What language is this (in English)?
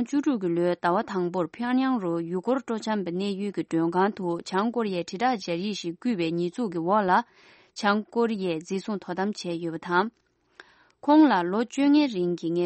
Tibetan